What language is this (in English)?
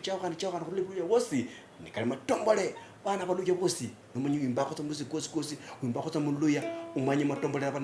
Luyia